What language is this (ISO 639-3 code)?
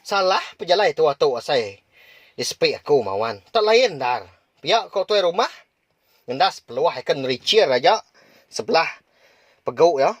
iba